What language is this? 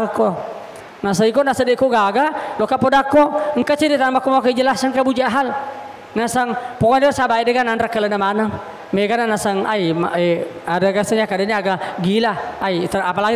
Buginese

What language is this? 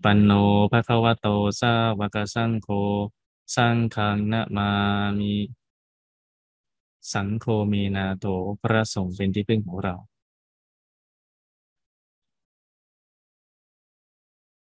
Thai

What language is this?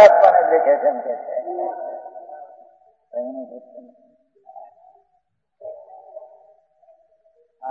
Gujarati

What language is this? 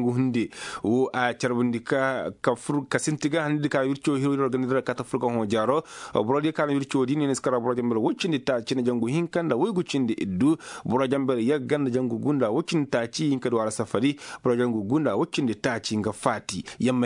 Koyraboro Senni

